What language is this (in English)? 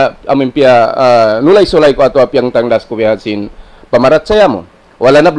Tausug